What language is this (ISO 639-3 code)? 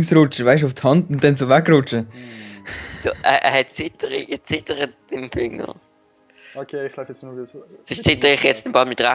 gsw